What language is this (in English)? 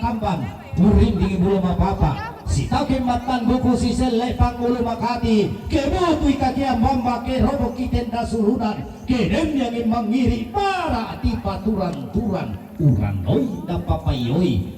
Toraja-Sa'dan